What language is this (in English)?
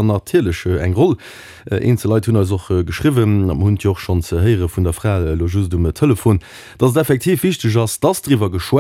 Luxembourgish